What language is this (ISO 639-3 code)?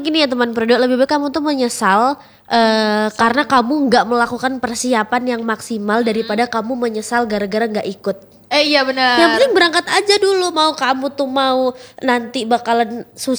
ind